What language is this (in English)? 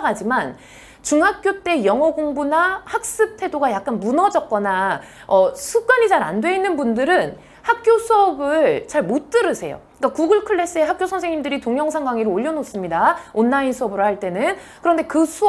Korean